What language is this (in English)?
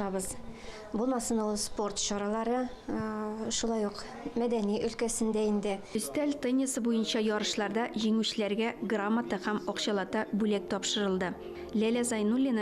Tatar